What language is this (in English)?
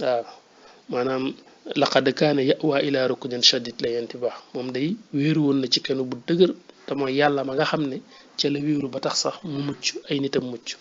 Wolof